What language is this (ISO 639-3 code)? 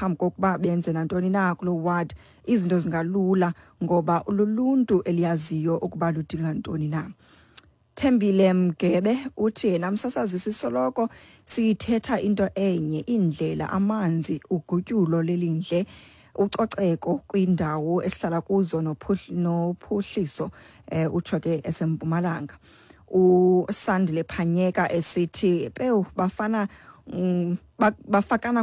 xho